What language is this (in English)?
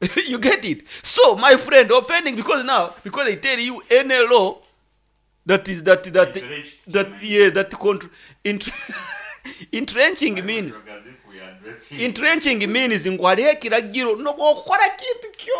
Nyoro